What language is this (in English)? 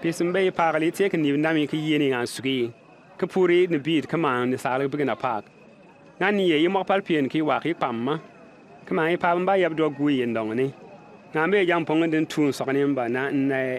Bimoba